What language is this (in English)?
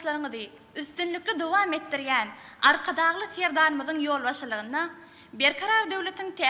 Turkmen